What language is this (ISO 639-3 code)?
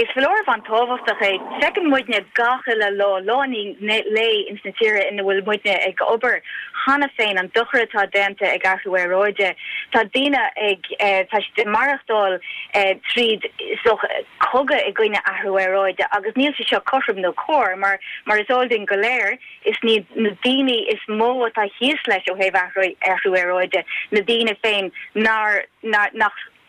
gle